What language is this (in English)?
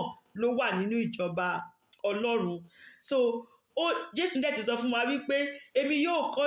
Yoruba